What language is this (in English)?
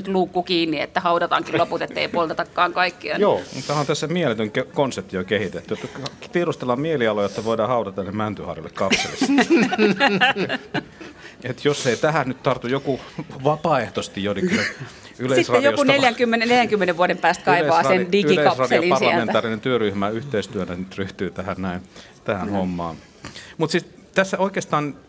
Finnish